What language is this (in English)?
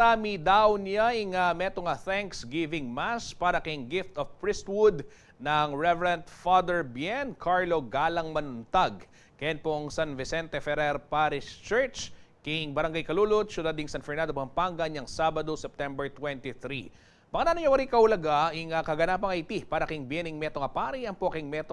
Pampanga